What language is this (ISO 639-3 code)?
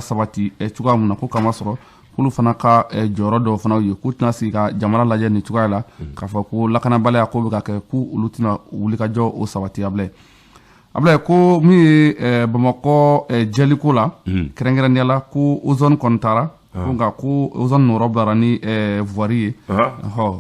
bam